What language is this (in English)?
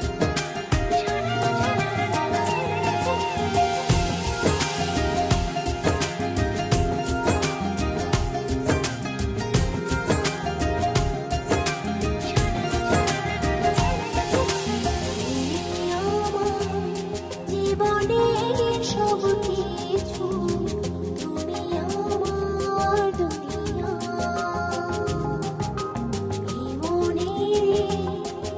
Bangla